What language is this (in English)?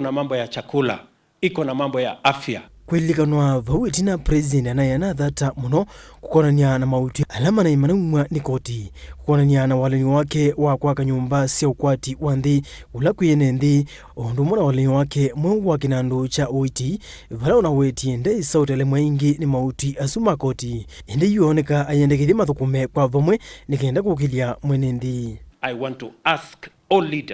Kamba